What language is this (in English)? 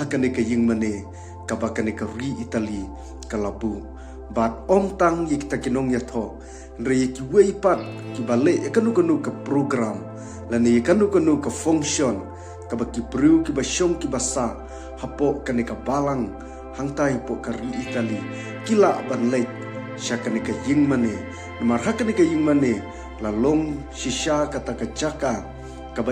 Khasi